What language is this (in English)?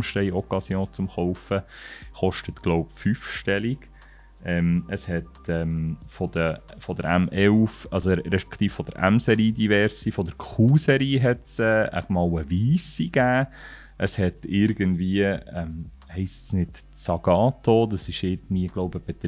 Swiss German